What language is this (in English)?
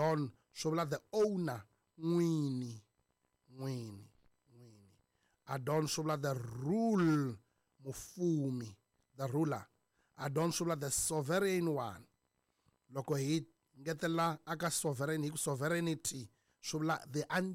Tsonga